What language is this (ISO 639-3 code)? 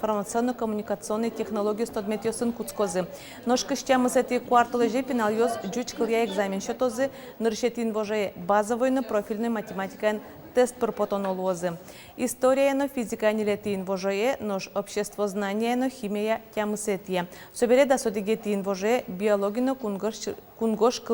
udm